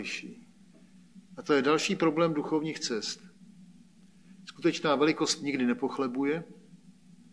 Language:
Czech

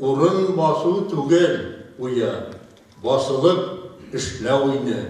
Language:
Bashkir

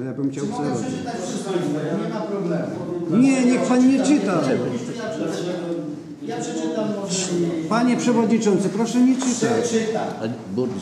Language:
Polish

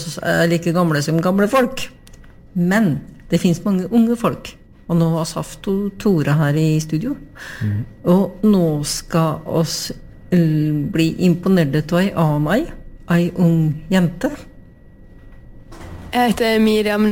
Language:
Norwegian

